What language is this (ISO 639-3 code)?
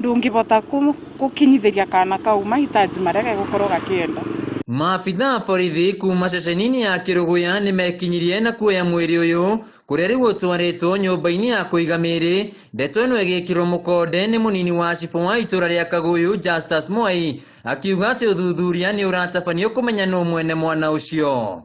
kik